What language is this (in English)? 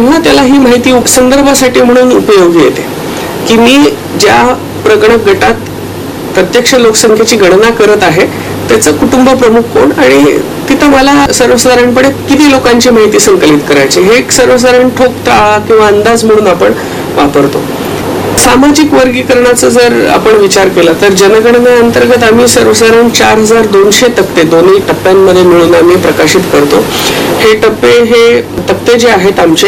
Marathi